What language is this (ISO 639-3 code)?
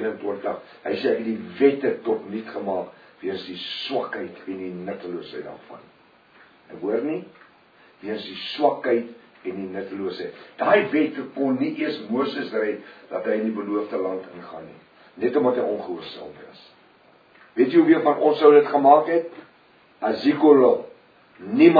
afr